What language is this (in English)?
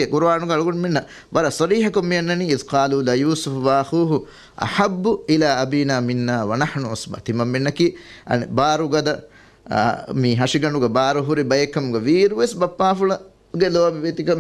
Divehi